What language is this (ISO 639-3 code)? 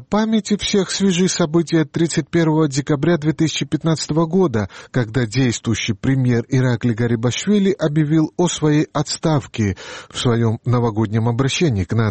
rus